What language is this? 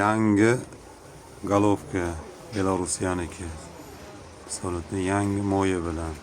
Uzbek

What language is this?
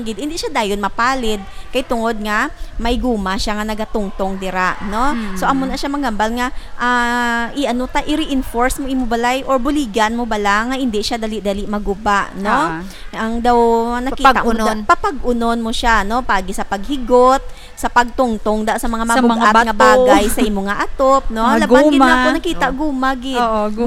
Hiligaynon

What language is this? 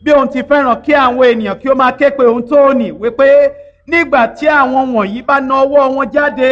Yoruba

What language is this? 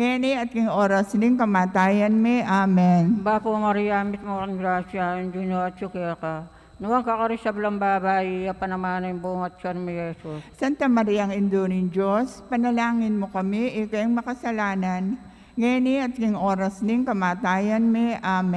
Pampanga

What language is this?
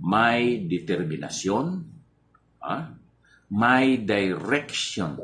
Hiligaynon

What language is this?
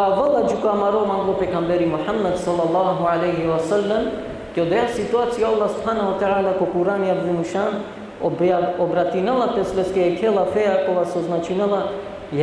Balkan Romani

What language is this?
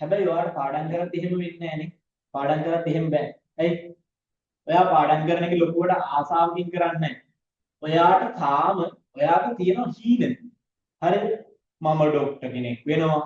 Sinhala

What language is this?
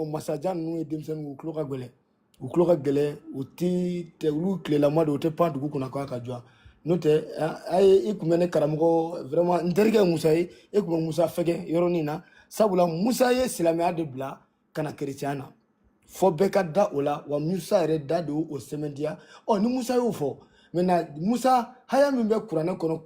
Bambara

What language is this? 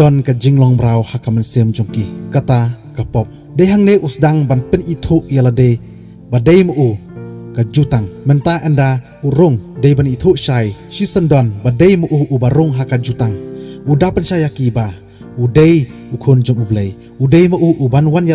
Khasi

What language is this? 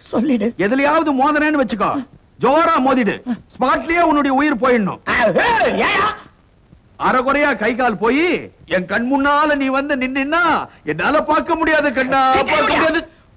Tamil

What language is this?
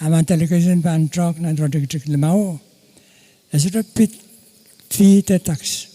Pohnpeian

